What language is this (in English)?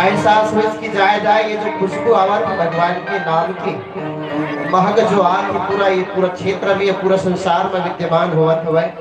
Chhattisgarhi